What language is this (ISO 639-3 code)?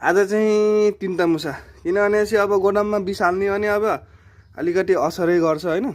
nep